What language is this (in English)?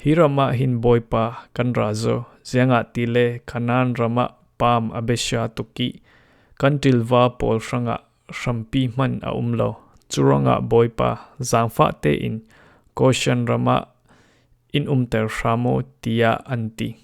Falam Chin